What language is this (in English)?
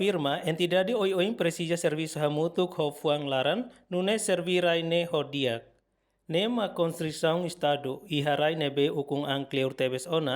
Tetum